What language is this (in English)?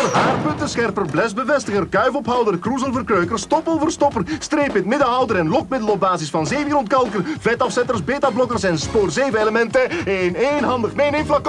Dutch